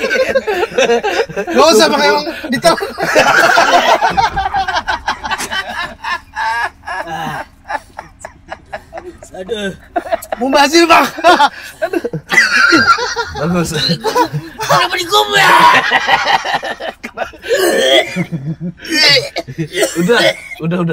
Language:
Indonesian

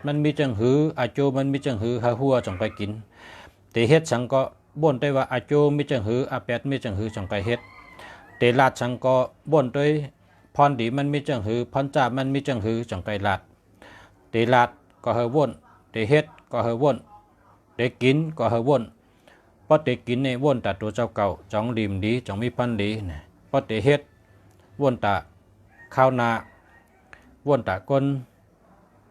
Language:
Shan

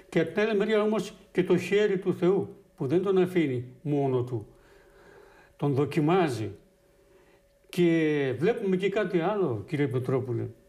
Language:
Greek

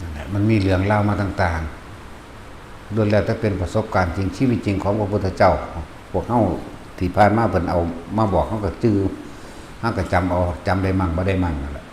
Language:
Lao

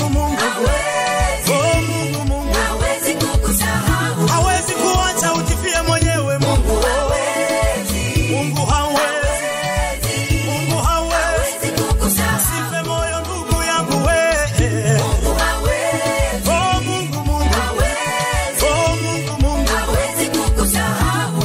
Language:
Swahili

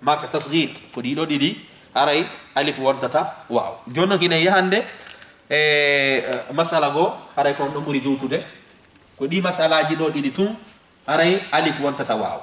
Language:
Fula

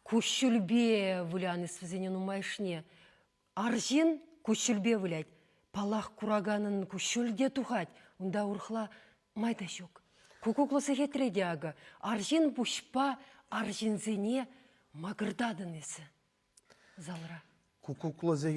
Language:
Chuvash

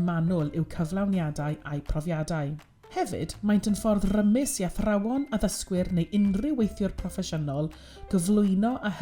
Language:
Welsh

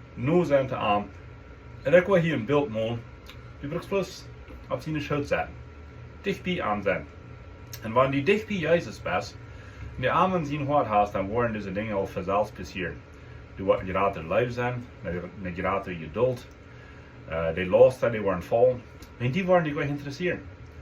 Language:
Plautdietsch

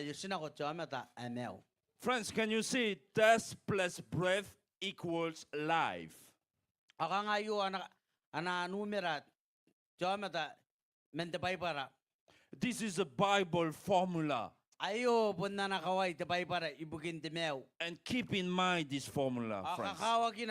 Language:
Gilbertese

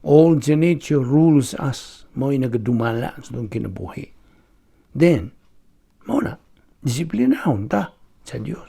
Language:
Cebuano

